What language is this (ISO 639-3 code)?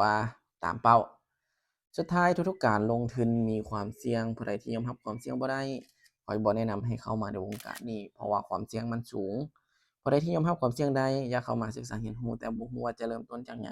lao